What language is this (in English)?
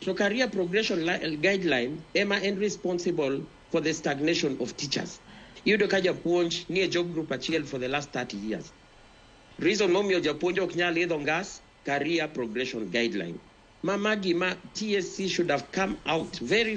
Luo (Kenya and Tanzania)